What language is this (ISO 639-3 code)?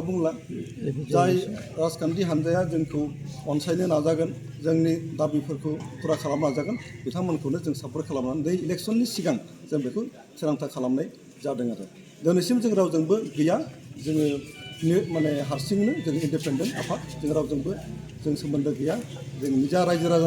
brx